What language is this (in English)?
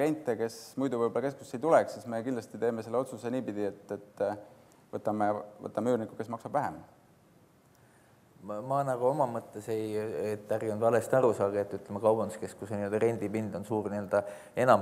Estonian